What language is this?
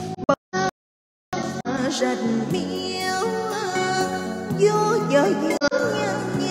Vietnamese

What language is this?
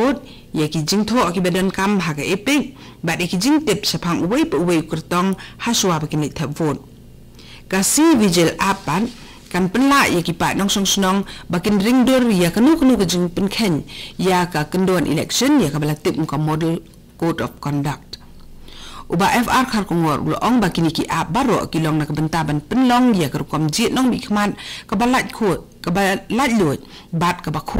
Khasi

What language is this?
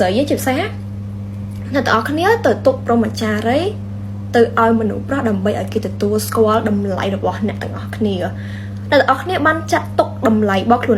Khmer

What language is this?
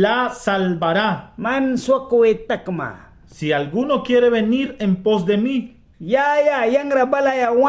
Mískito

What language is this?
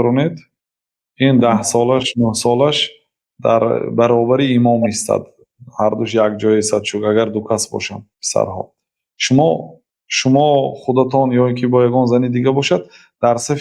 Tajik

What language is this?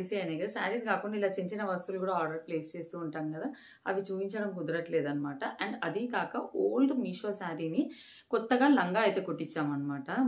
Telugu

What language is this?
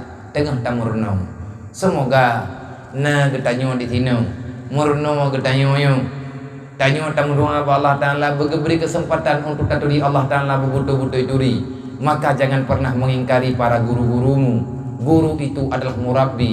Achinese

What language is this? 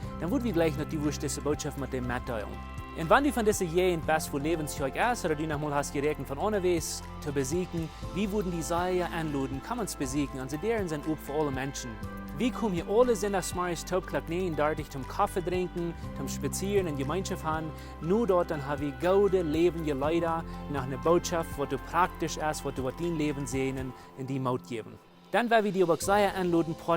Plautdietsch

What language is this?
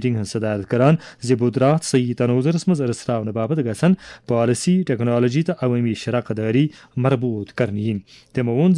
Kashmiri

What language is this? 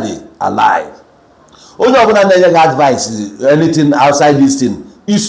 Igbo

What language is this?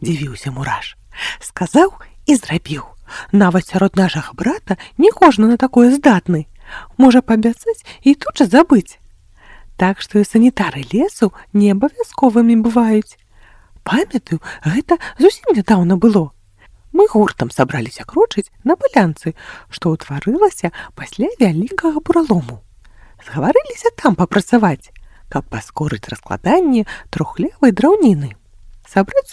Belarusian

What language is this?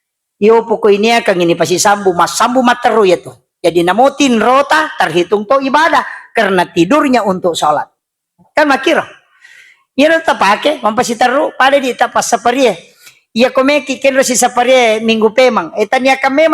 Buginese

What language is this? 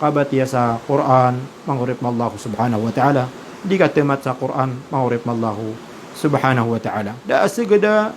Maranao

